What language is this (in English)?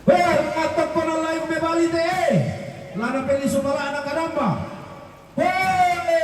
Toraja-Sa'dan